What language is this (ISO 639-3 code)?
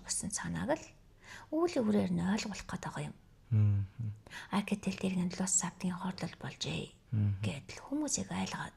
mon